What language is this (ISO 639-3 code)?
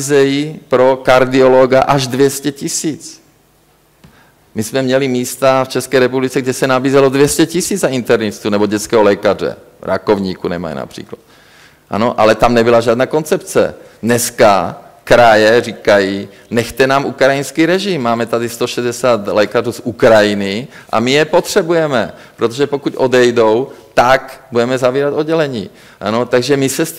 ces